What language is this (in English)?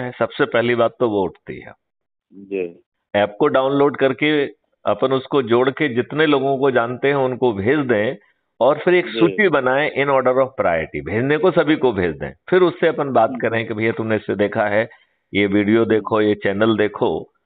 Hindi